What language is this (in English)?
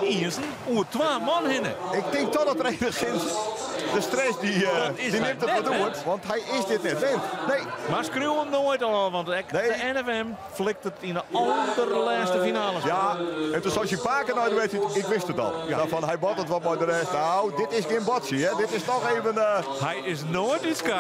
Western Frisian